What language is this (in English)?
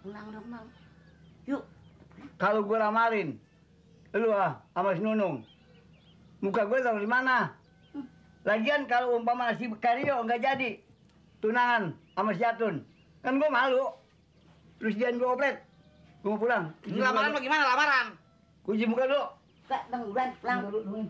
Betawi